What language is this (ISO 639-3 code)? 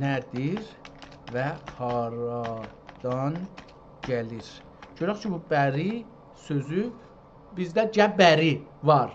azb